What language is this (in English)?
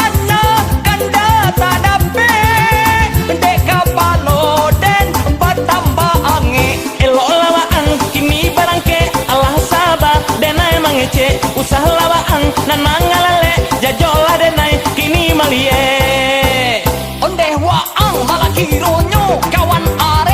Minangkabau